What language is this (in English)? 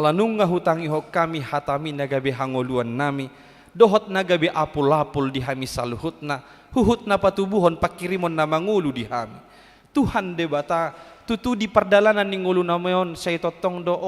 Batak Toba